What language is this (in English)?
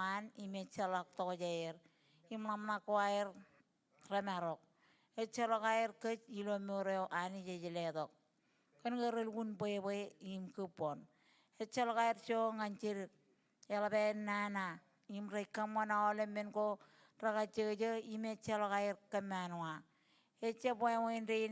Marshallese